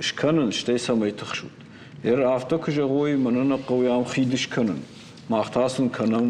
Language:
Ossetic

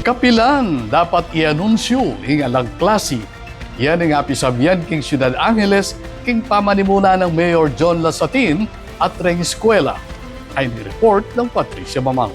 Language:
Pampanga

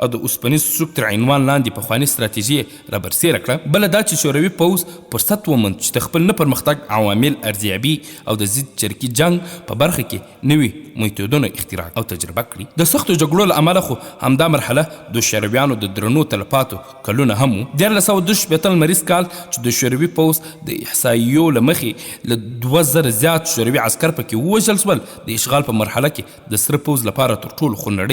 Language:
Pashto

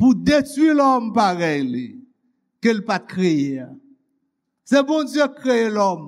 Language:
Haitian Creole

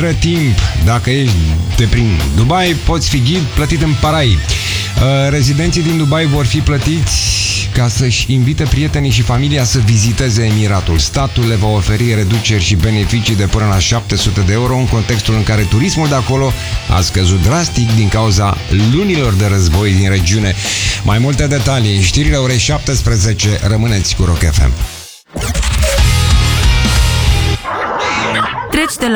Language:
Romanian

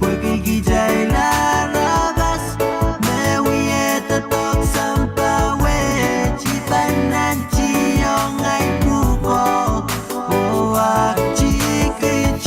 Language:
Pohnpeian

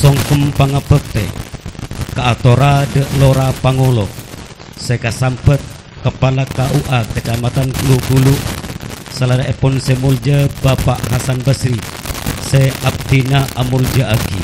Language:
Madurese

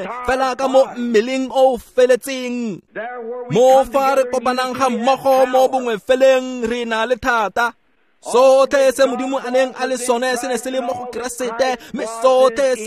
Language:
Tswana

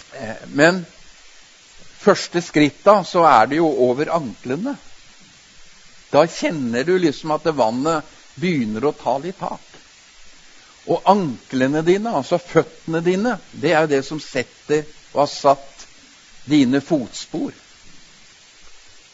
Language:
Norwegian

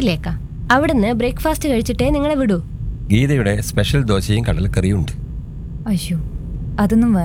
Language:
Malayalam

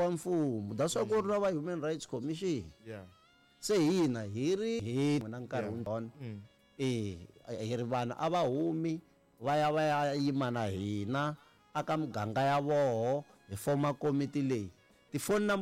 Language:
Tsonga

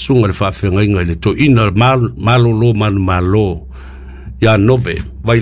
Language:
Samoan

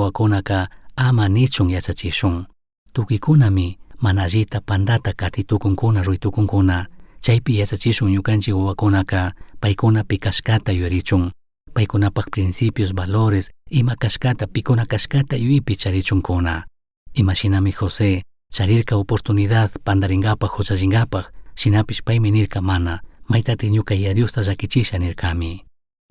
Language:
Chimborazo Highland Quichua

